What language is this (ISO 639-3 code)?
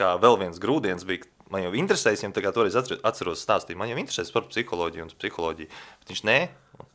lav